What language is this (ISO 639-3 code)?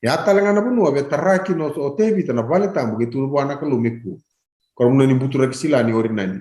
fij